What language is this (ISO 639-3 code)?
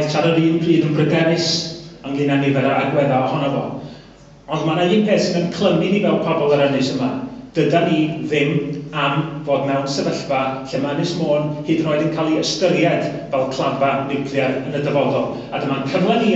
cym